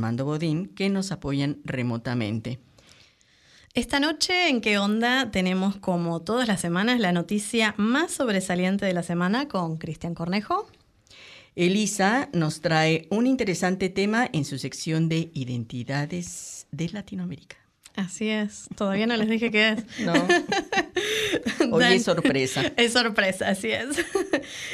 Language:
Spanish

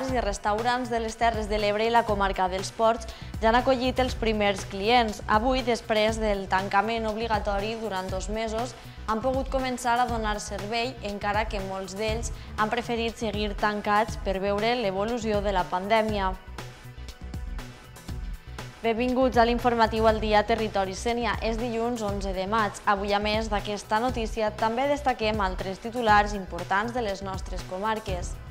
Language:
Catalan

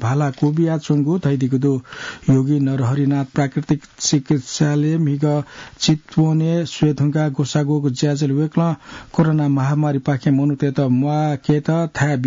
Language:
Newari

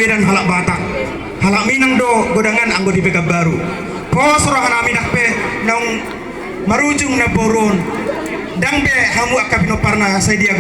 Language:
Batak Toba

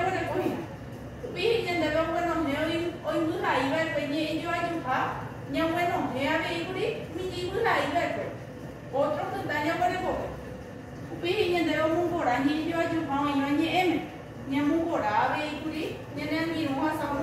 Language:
Guarani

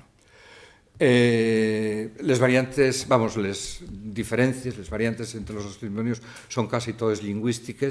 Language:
Asturian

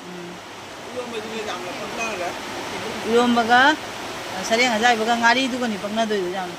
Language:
Manipuri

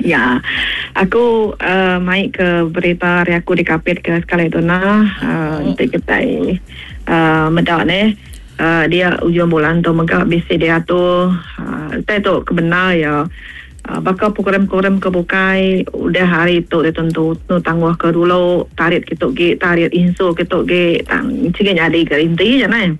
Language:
Iban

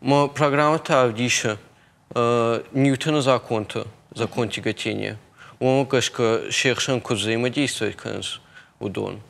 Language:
Ossetic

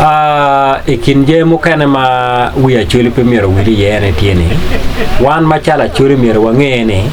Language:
Acoli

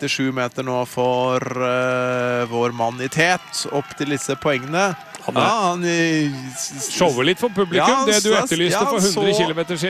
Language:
Norwegian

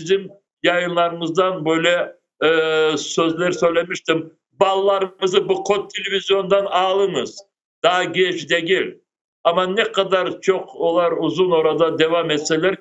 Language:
Crimean Tatar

